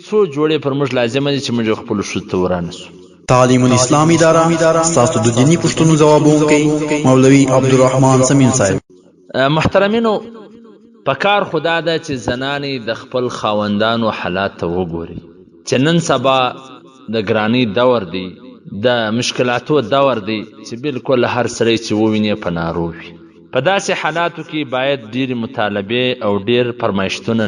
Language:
Pashto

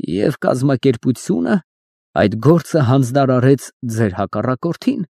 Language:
Armenian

